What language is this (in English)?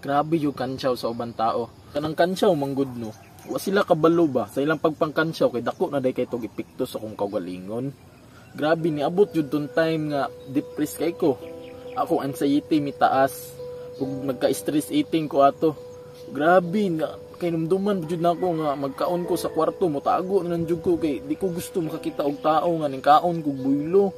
Cebuano